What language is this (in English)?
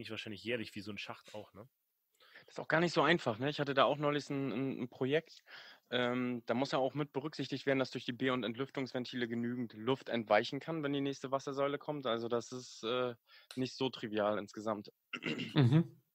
German